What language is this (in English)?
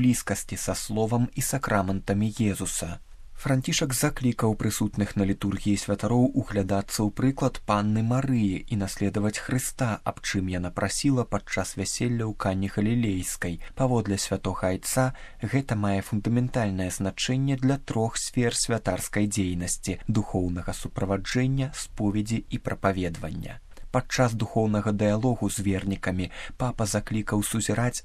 Belarusian